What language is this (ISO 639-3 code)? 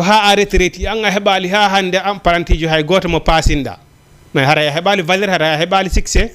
ful